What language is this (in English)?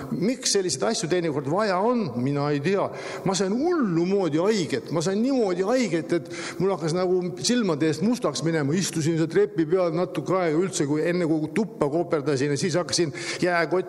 Estonian